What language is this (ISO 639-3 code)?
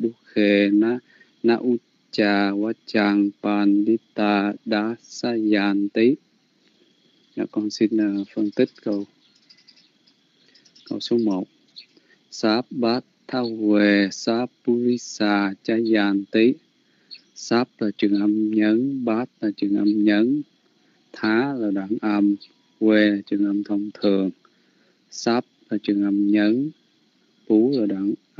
vie